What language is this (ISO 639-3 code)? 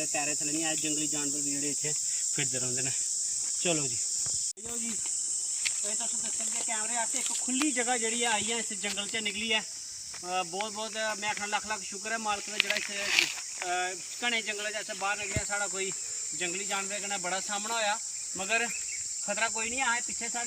doi